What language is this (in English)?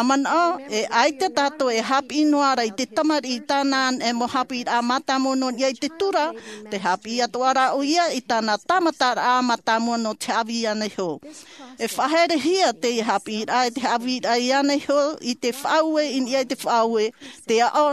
Tahitian